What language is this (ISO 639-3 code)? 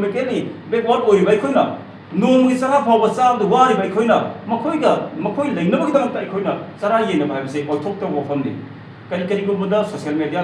mni